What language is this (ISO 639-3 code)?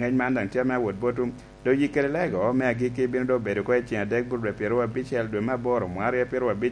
laj